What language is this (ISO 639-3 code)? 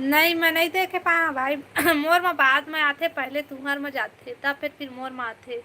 hne